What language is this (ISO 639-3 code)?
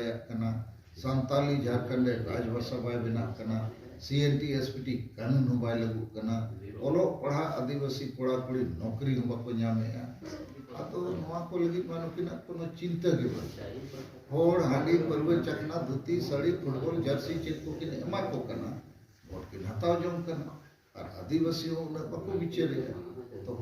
sat